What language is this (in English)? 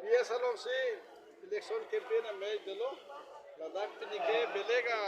Karbi